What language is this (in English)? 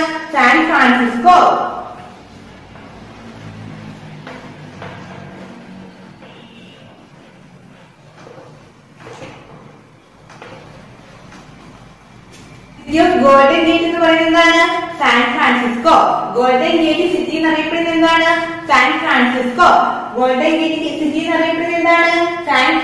Malayalam